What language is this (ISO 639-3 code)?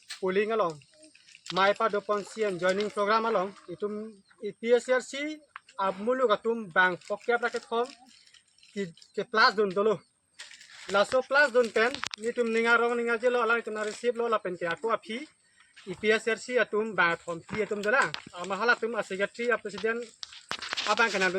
mjw